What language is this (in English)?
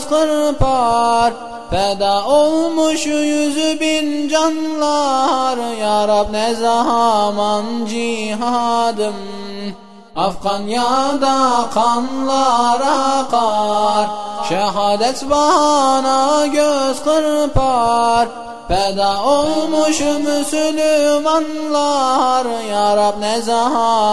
Turkish